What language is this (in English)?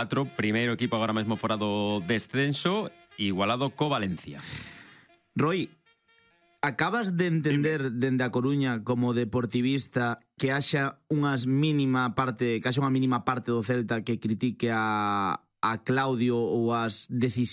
Galician